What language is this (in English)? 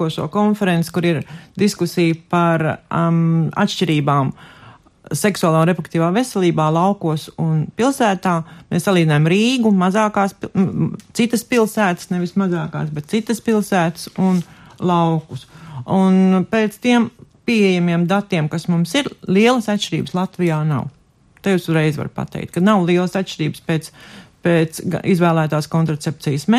Latvian